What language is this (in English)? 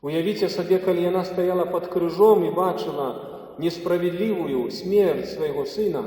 Belarusian